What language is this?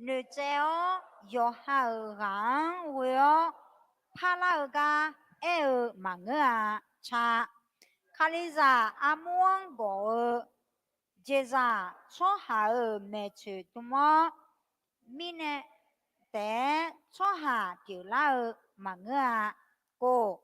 Akha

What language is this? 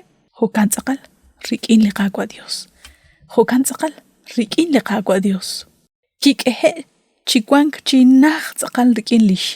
Kekchí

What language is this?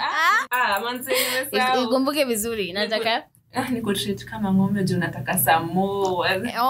Swahili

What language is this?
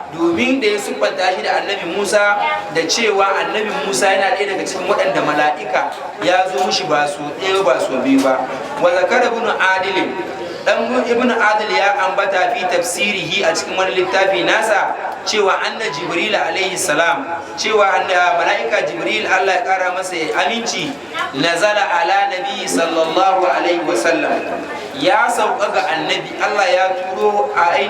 Hausa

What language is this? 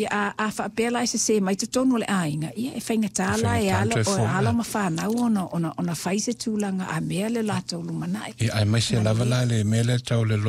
Samoan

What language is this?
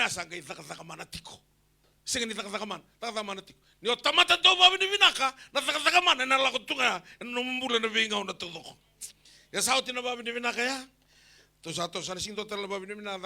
Fijian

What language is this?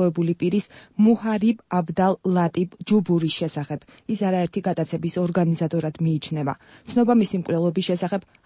Georgian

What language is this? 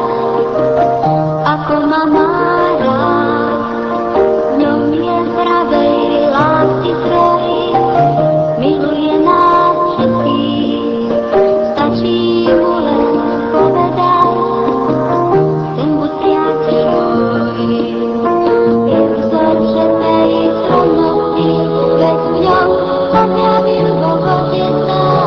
Slovak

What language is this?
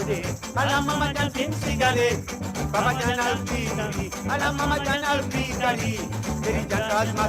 Morisyen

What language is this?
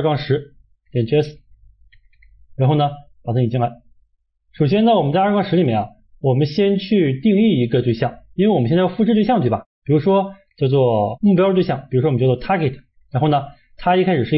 Chinese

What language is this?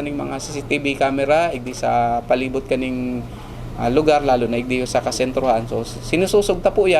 Bikol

